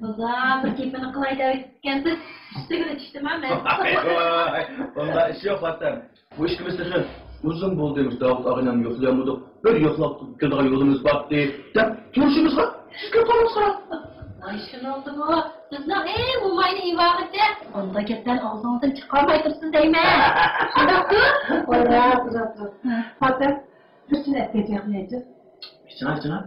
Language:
Uyghur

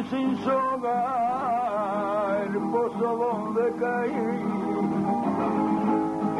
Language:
Spanish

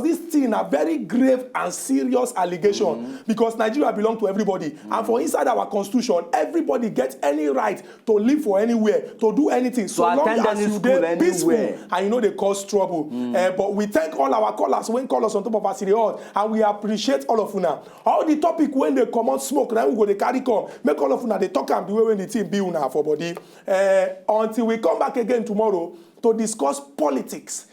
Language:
Nigerian Pidgin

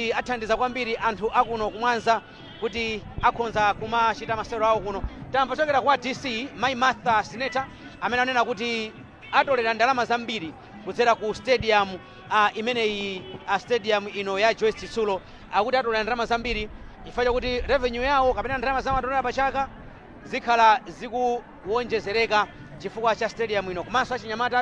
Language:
Nyanja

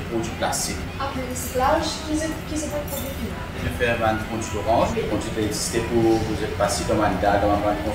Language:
Morisyen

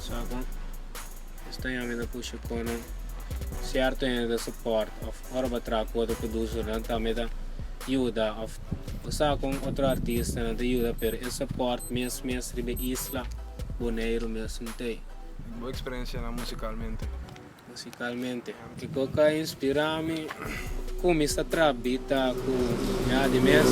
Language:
Papiamento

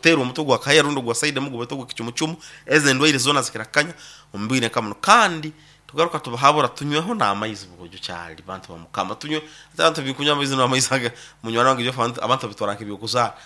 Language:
Nyankole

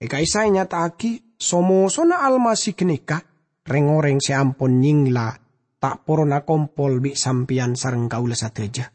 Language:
Madurese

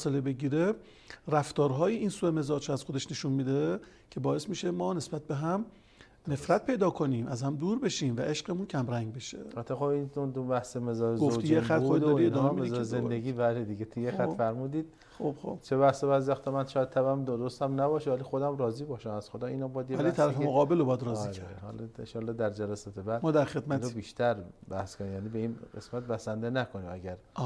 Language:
Persian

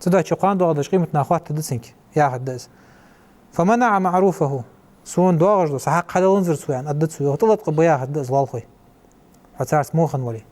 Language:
Ingush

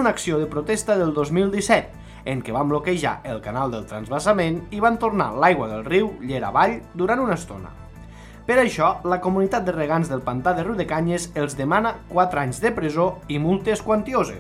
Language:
Catalan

